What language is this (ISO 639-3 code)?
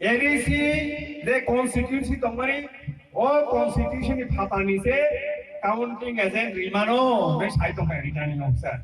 trp